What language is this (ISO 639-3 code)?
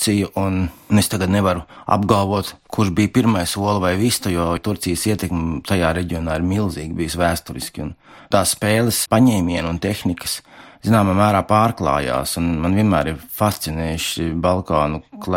lav